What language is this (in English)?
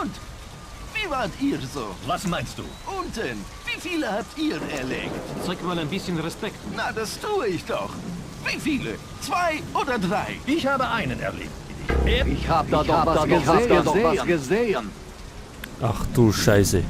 Bavarian